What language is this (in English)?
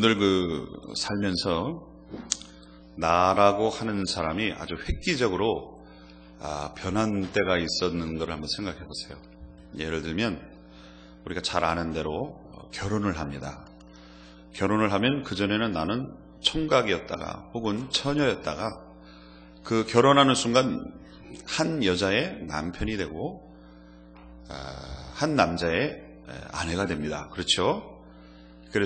Korean